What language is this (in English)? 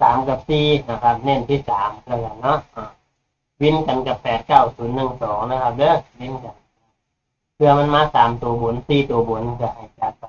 Northeastern Thai